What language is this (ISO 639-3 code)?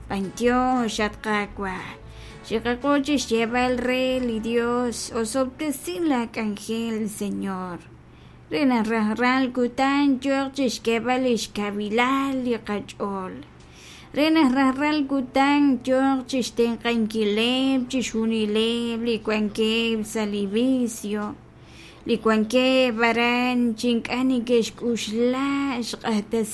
kek